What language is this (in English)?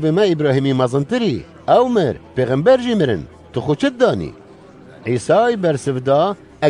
Kurdish